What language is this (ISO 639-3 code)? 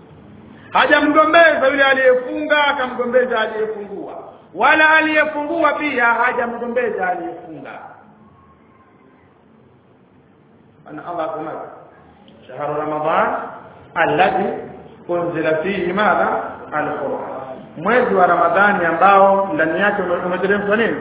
swa